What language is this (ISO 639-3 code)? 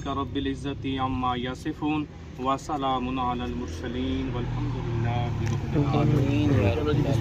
phr